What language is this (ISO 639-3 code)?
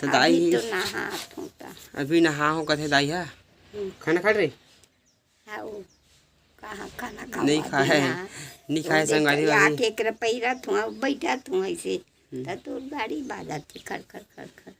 hne